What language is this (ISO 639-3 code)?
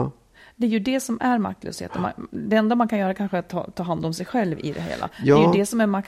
swe